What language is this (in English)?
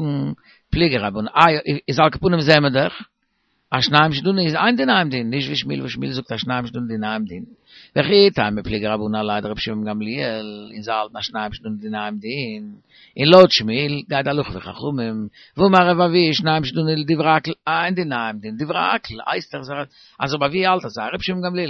Yiddish